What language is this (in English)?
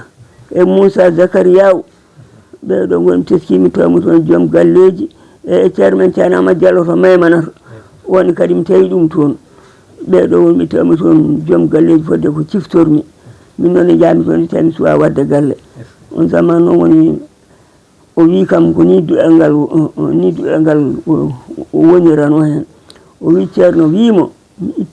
Fula